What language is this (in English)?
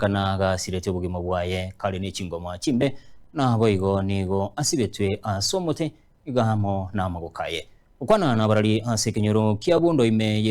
Gusii